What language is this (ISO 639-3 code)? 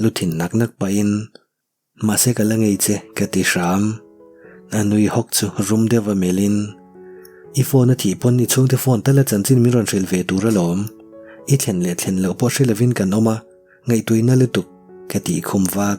lus